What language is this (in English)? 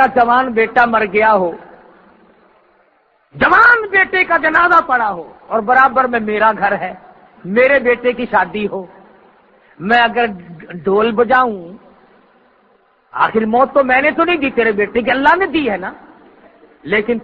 Urdu